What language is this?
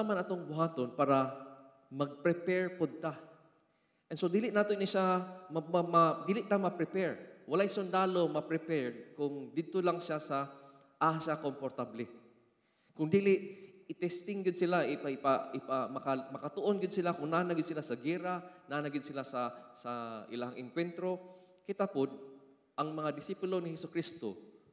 Cebuano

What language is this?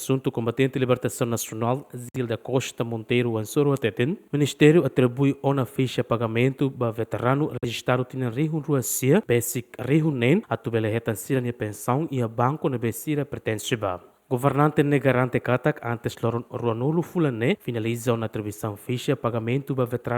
Tetum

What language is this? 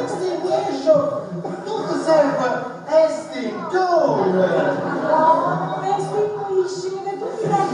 Neapolitan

